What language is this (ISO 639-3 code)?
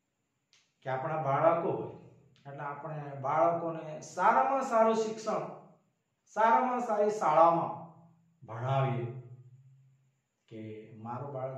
guj